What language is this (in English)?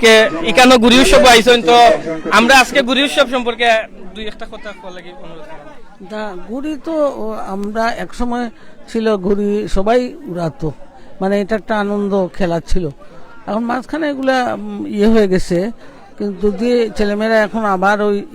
Sylheti